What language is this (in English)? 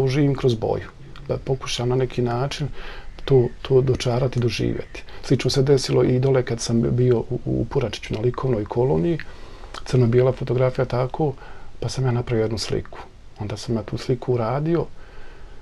Bosnian